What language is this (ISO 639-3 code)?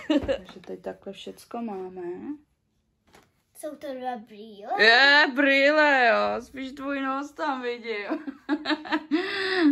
ces